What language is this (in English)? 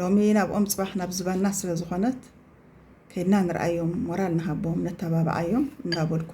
Tigrinya